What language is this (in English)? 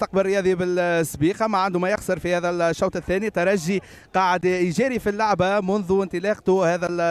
Tunisian Arabic